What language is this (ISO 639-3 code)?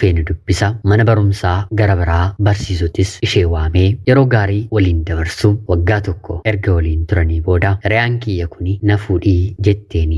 orm